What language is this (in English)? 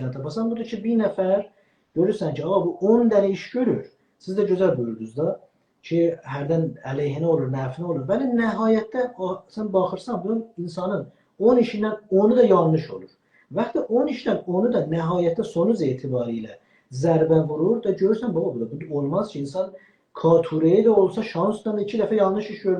South Azerbaijani